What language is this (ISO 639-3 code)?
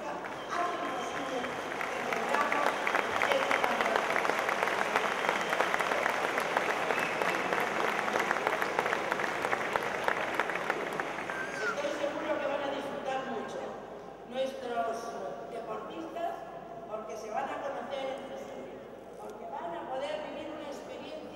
spa